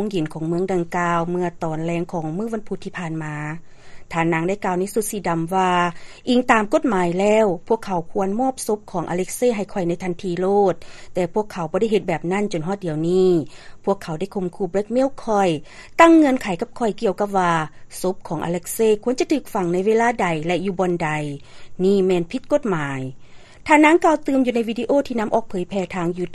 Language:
Lao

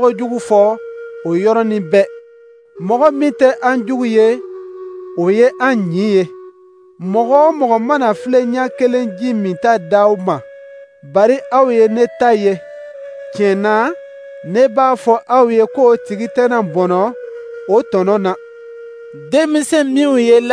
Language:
Dyula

